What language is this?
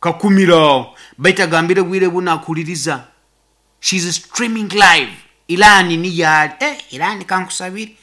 Nyankole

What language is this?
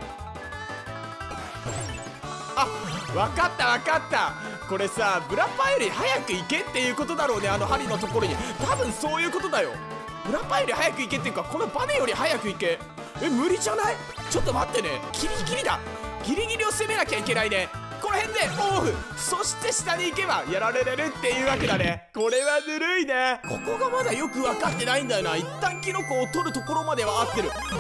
Japanese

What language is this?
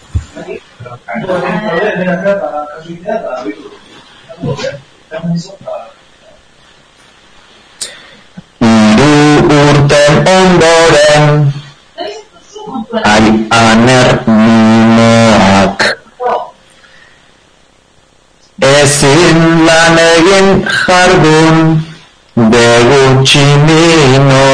Basque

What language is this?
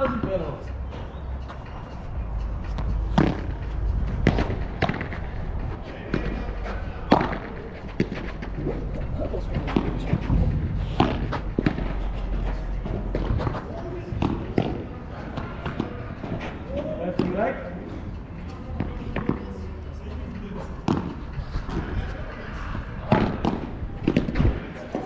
Dutch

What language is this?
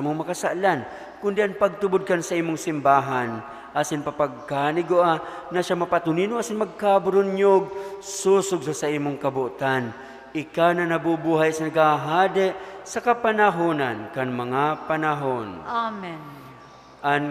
Bikol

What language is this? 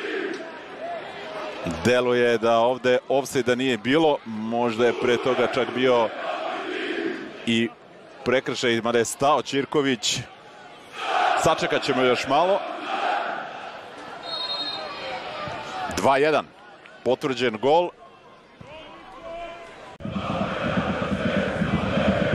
Serbian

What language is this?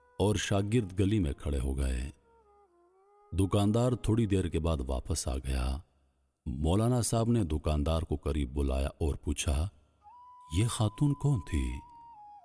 Urdu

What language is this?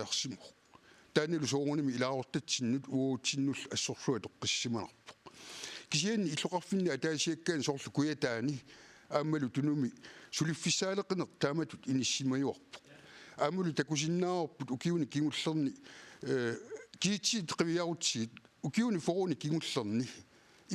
Kalaallisut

